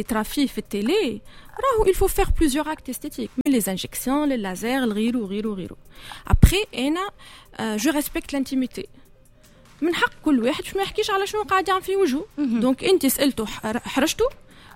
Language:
Tunisian Arabic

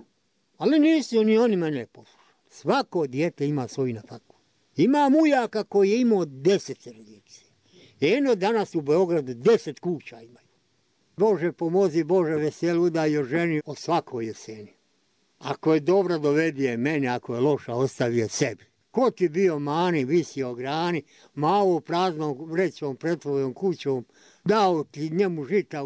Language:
Bosnian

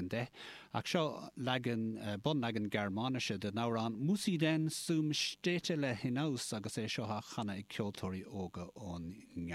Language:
Irish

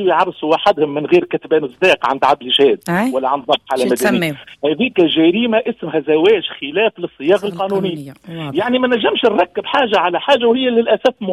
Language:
Tunisian Arabic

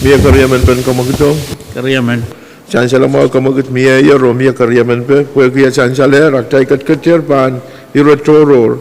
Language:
Pohnpeian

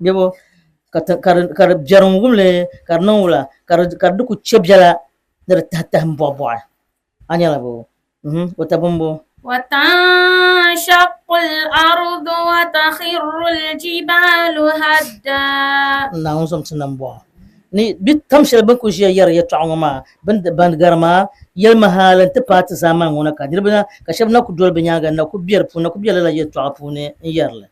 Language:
Dagbani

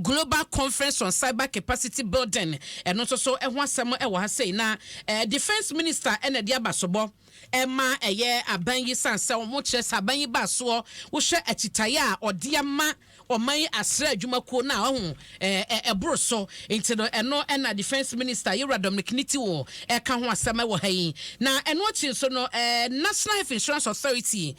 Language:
Akan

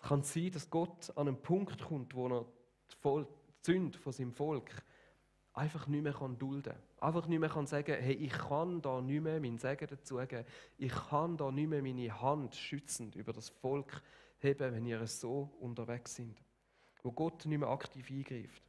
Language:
Swiss German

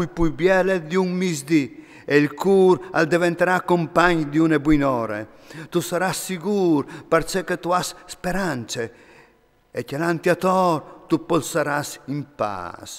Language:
Friulian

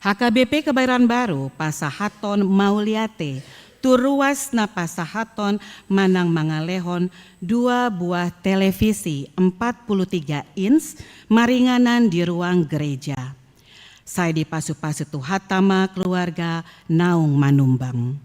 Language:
Batak Toba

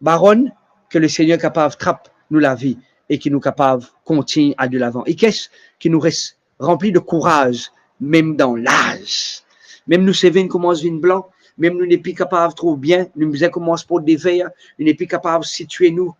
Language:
Morisyen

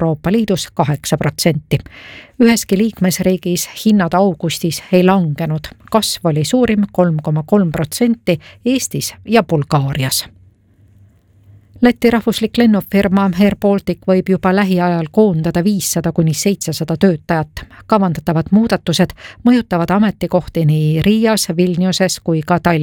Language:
Estonian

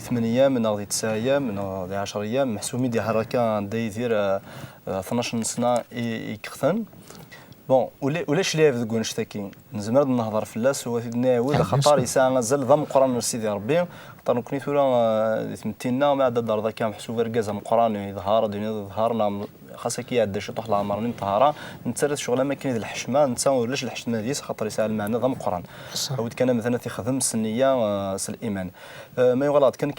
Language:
Kabyle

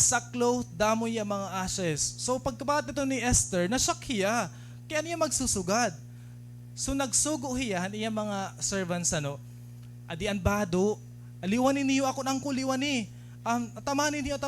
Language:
Waray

